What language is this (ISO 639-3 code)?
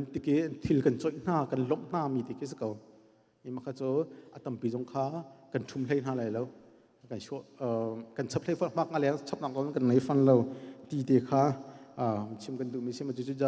cnh